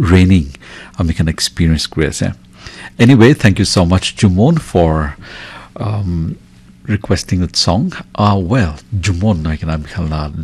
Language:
Naga Pidgin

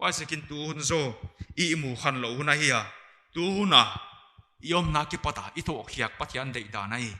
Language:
Paite Chin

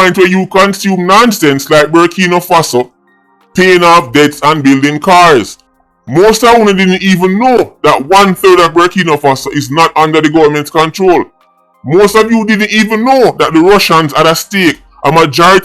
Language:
Jamaican Creole English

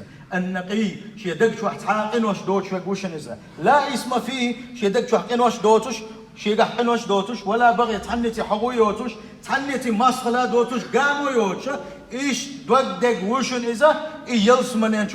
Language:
Chechen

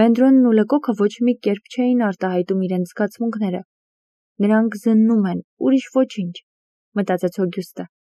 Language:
Armenian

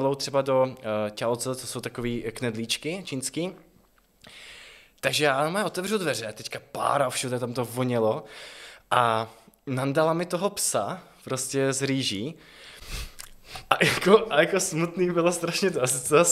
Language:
Czech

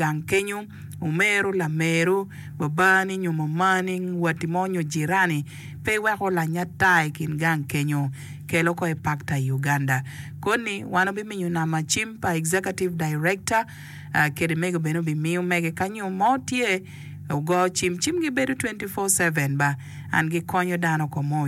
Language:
Acoli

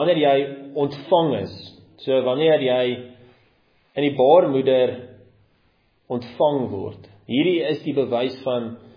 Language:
Afrikaans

